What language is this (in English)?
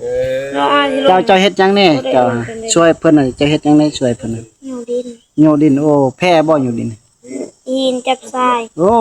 Northeastern Thai